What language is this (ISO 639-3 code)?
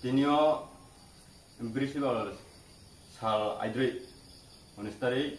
ria